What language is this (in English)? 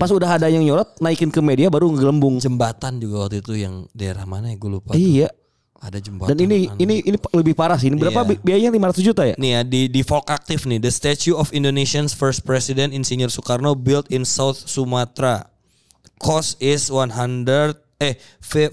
Indonesian